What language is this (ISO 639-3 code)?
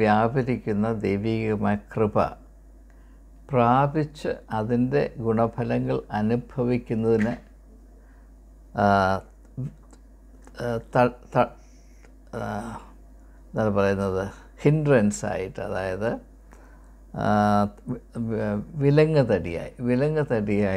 mal